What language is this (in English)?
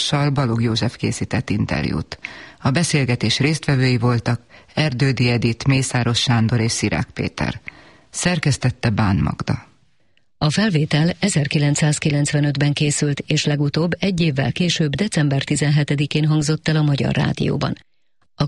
Hungarian